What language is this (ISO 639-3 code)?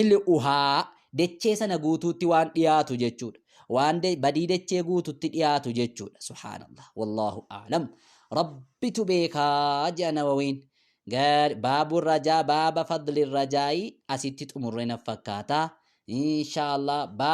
orm